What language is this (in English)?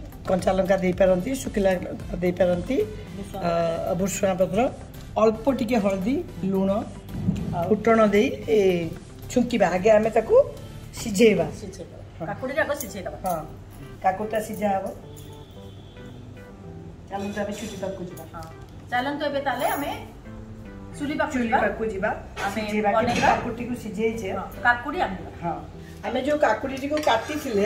Odia